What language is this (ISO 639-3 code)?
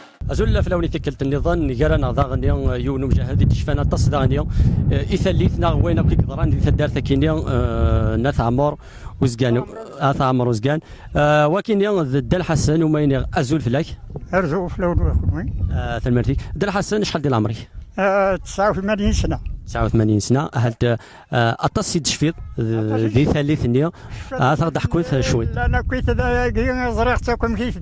kab